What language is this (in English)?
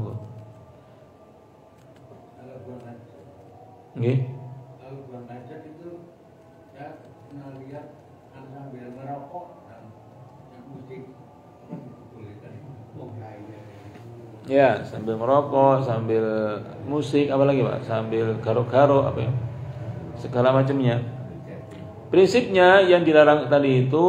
Indonesian